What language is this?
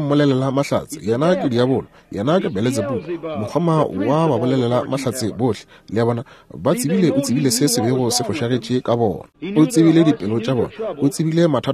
Northern Sotho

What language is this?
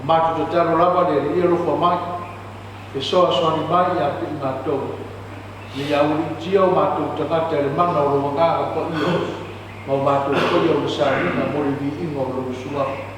Samoan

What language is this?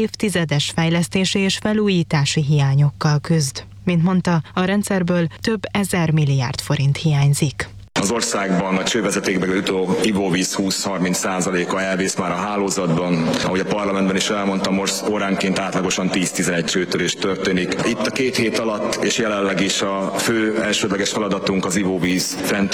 Hungarian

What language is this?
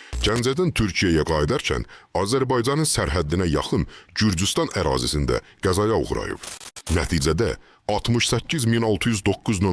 Azerbaijani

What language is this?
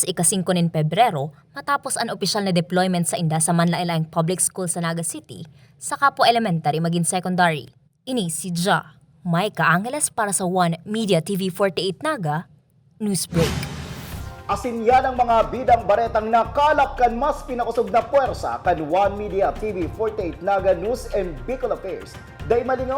Bikol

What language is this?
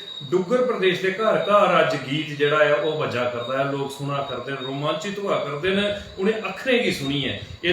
Dogri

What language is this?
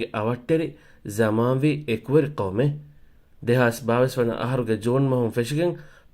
Divehi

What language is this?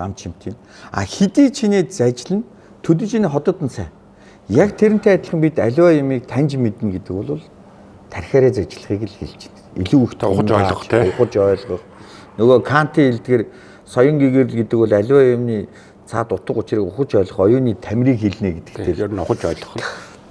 Mongolian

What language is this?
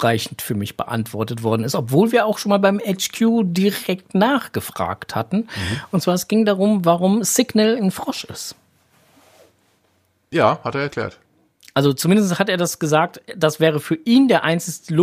German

